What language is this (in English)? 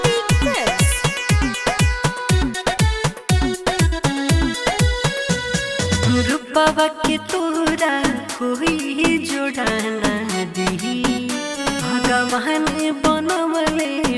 Bhojpuri